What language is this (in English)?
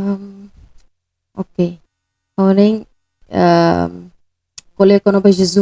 Tetum